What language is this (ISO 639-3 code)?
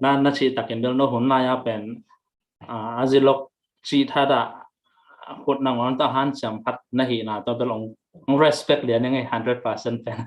ctd